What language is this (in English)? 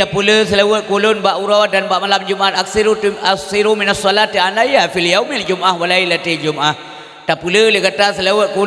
Achinese